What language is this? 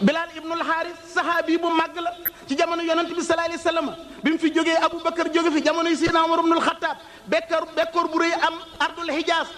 Wolof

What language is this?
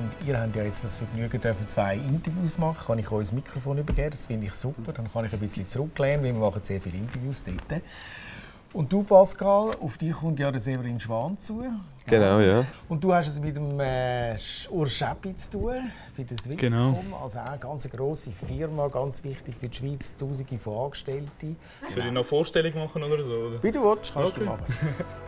Swiss German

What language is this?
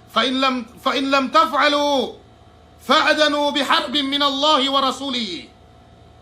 Yakan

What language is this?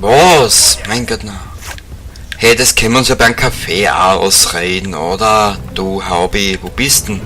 Bavarian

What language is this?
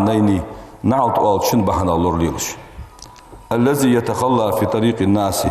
Ingush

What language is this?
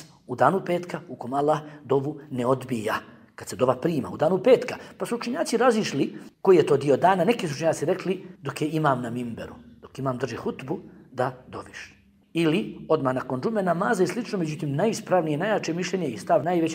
Bosnian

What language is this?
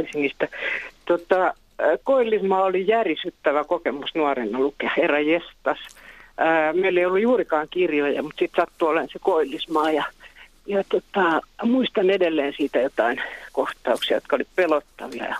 Finnish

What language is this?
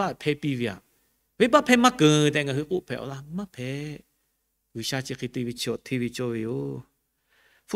Lahu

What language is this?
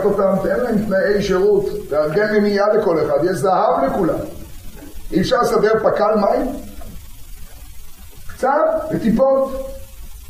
Hebrew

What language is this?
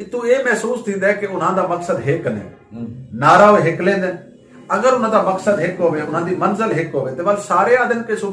Saraiki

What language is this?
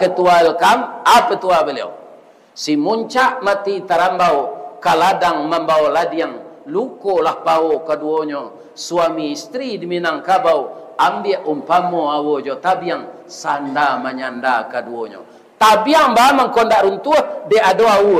Minangkabau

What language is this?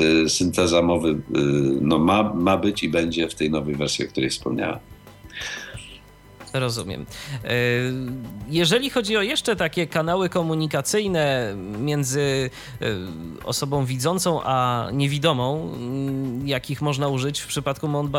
Polish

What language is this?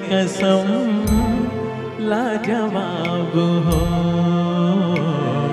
Hindi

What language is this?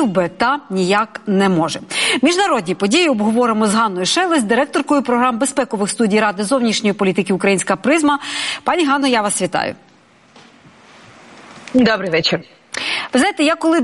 Ukrainian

